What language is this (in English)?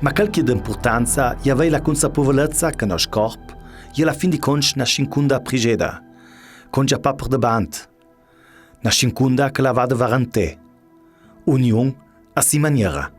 Ladin